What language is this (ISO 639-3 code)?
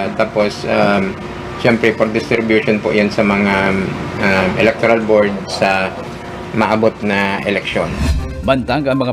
bik